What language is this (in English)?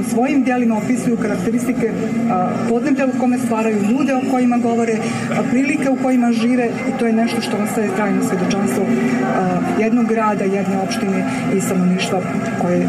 Bosnian